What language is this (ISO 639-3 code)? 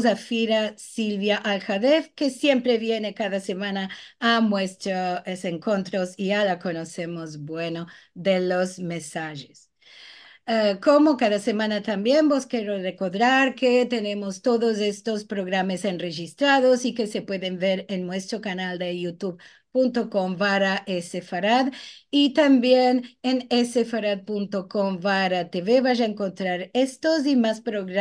lad